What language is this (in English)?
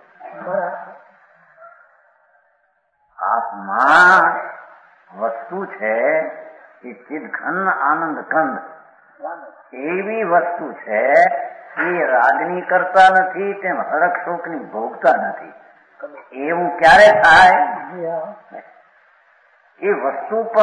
Gujarati